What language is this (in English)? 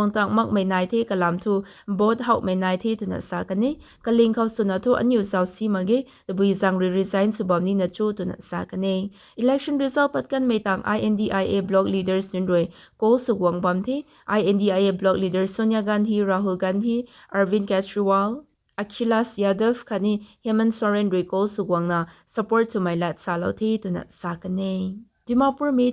Rongmei Naga